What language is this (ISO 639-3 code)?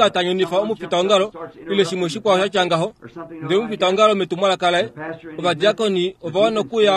kua